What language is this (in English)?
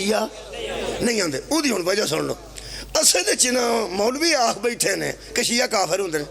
Pahari-Potwari